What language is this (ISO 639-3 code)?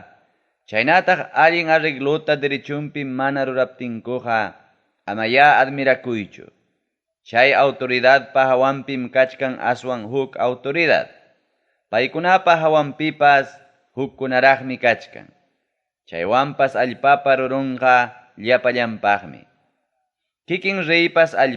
quy